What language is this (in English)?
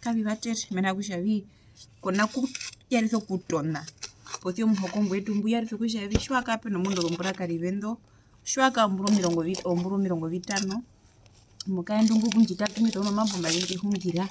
Herero